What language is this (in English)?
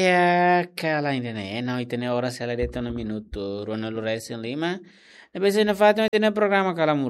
Tetum